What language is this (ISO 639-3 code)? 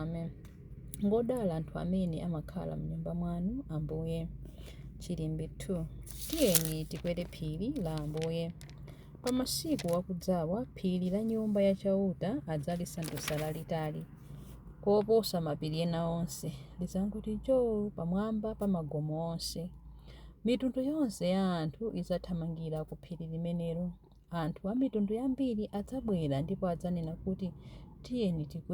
nya